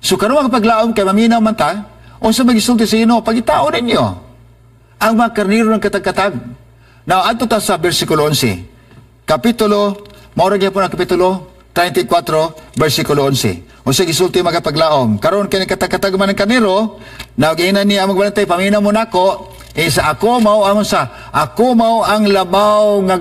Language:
Cebuano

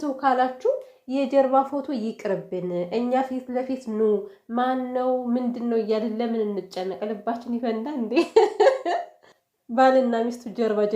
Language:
Amharic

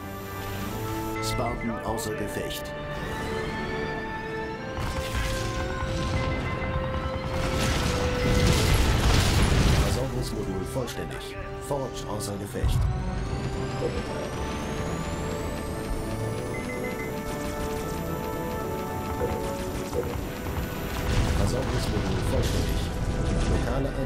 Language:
German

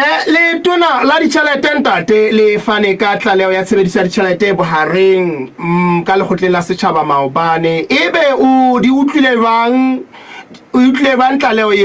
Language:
Southern Sotho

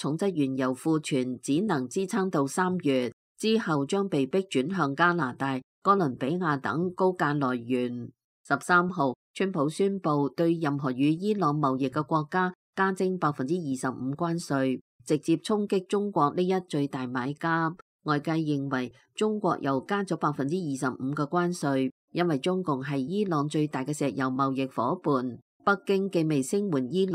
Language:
Cantonese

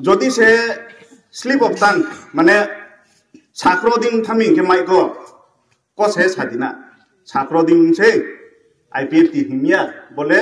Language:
Riang (India)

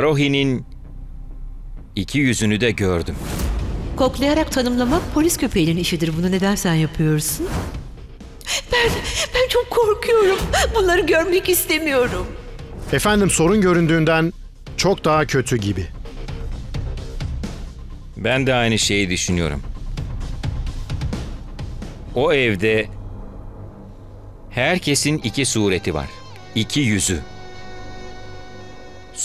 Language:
Turkish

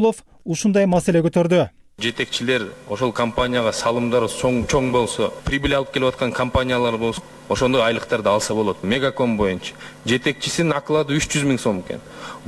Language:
Kyrgyz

